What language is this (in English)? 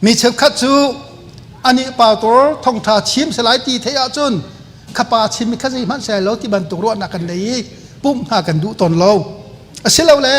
Hakha Chin